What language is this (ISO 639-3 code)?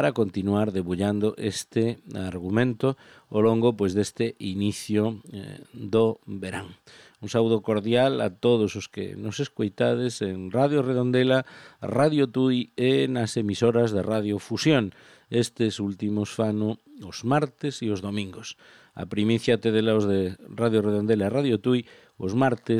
glg